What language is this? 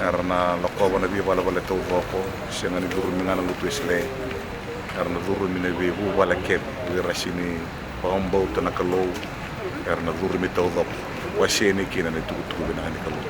Fijian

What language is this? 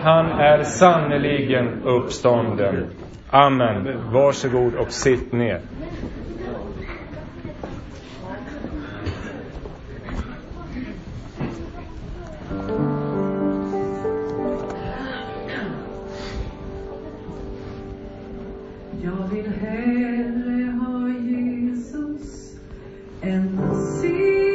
Swedish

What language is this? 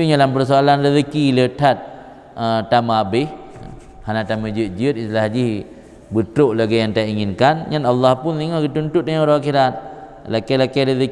Achinese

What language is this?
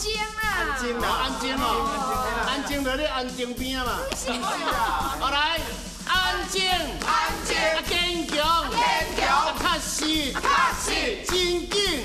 Min Nan Chinese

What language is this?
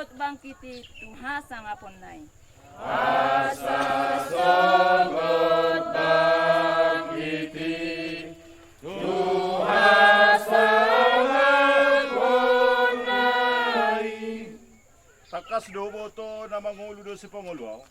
Batak Toba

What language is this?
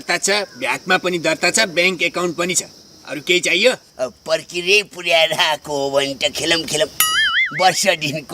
Nepali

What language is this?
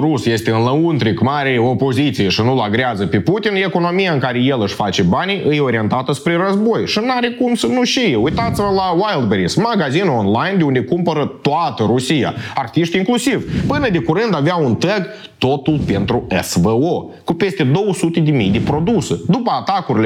Romanian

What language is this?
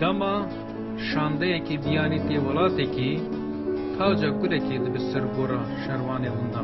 Kurdish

